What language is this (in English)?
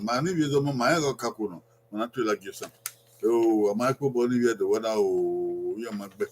Bini